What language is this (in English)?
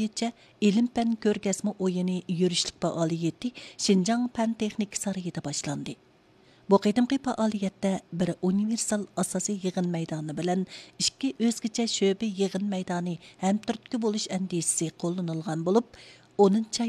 Uyghur